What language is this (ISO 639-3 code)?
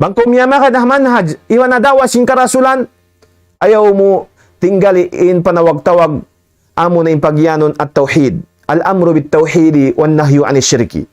tsg